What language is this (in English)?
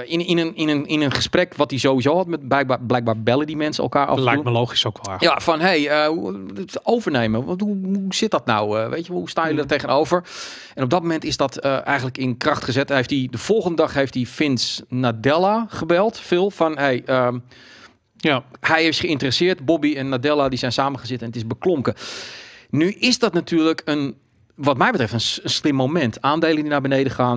Dutch